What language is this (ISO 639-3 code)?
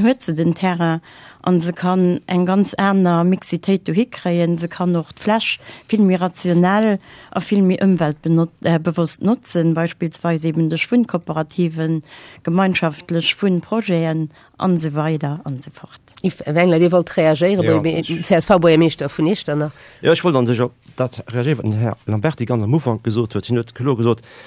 ltz